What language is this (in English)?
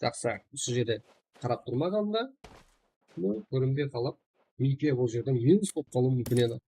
Kara-Kalpak